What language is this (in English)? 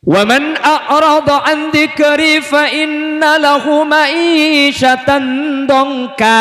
Madurese